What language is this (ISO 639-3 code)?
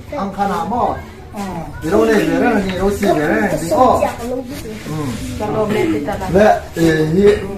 hmr